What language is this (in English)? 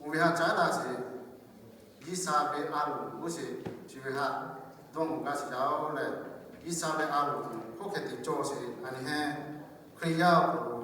Lahu